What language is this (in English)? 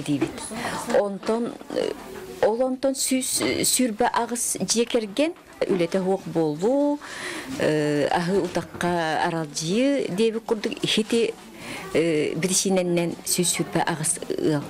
Yakut